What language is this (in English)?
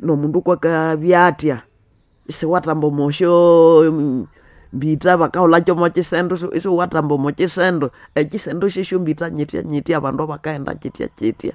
Nande